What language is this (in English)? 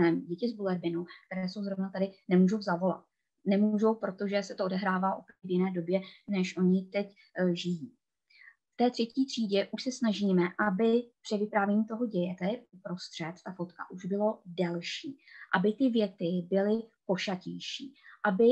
Czech